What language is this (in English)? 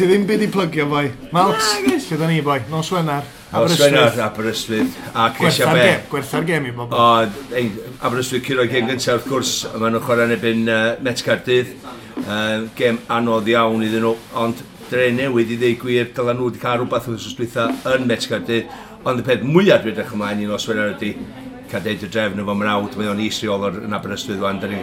Welsh